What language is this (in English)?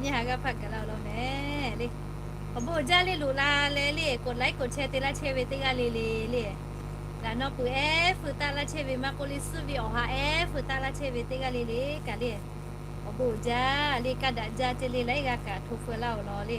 Lahu